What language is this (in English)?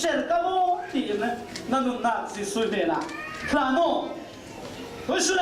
Falam Chin